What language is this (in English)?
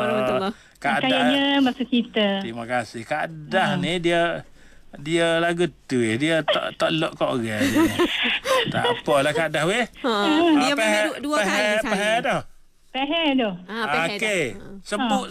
Malay